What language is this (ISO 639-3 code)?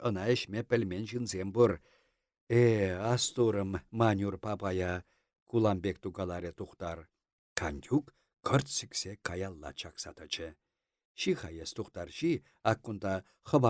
chv